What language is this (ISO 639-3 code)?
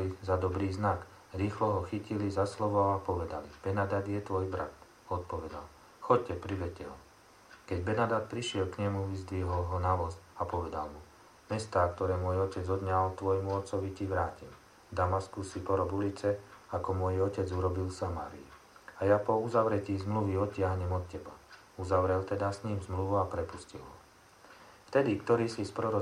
slk